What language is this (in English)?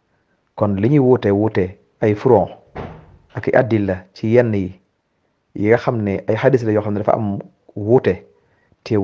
Wolof